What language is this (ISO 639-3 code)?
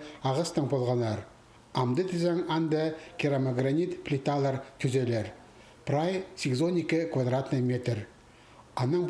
kjh